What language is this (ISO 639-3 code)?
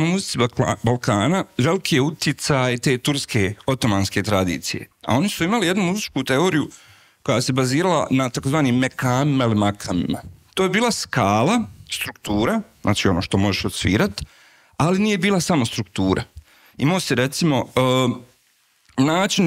hrv